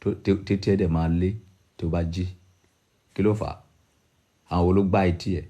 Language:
Yoruba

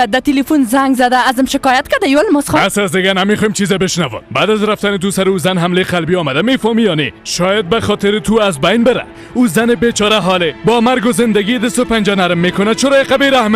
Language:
Persian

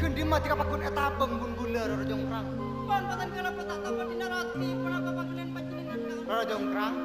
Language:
Madurese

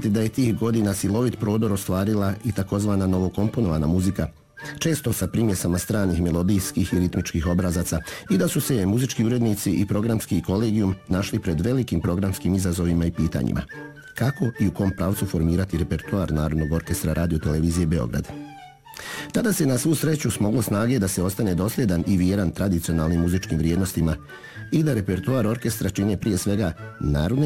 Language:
Serbian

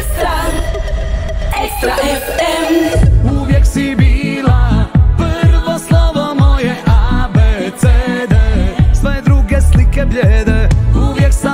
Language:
Croatian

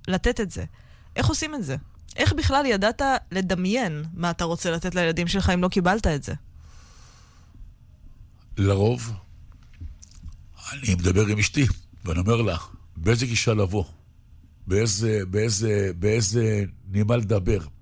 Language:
Hebrew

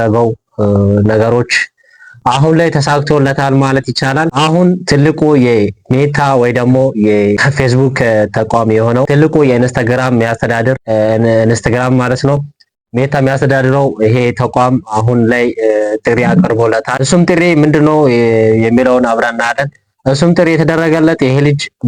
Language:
Amharic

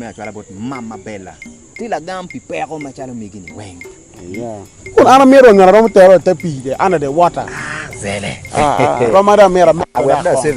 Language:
Acoli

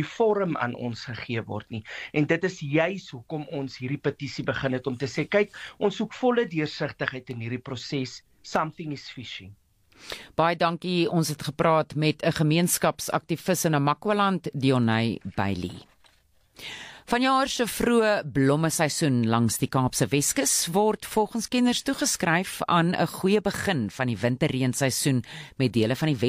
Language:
Afrikaans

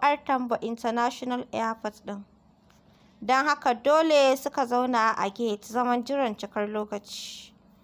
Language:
Hausa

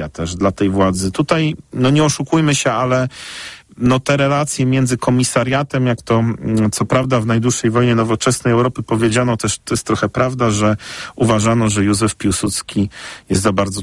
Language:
Polish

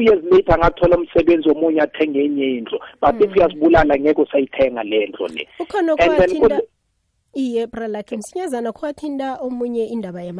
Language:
South Ndebele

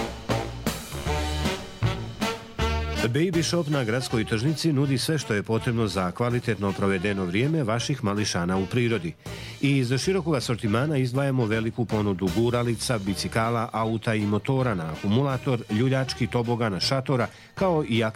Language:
Serbian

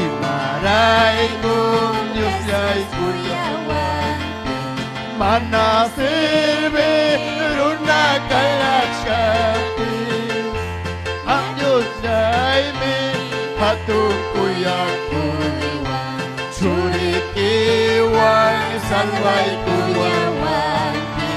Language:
Ayacucho Quechua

